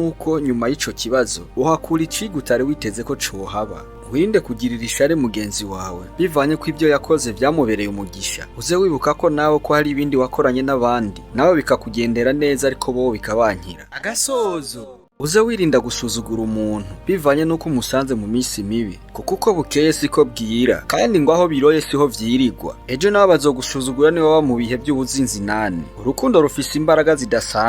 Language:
Rundi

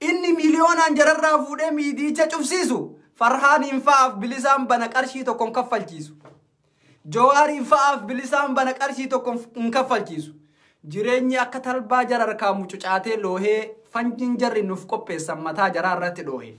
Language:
Oromo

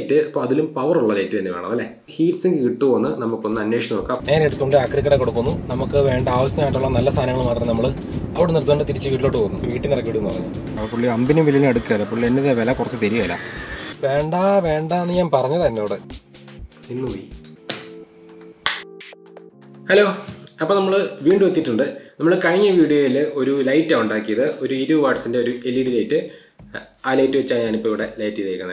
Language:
Malayalam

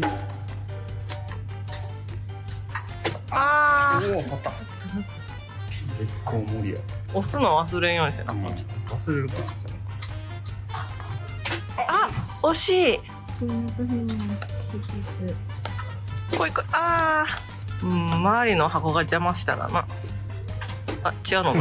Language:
Japanese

